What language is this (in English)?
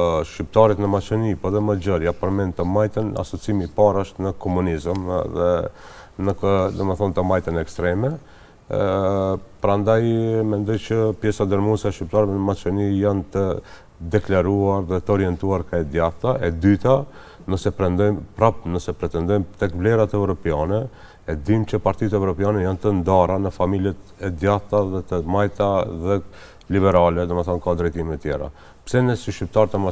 Albanian